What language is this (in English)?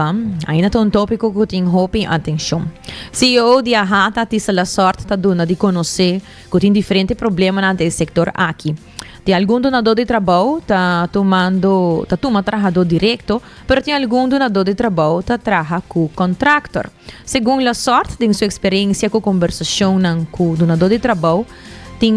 Papiamento